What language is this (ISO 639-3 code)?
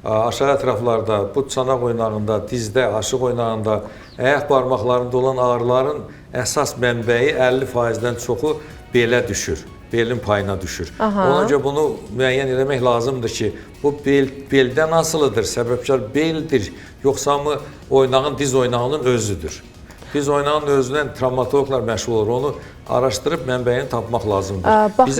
aze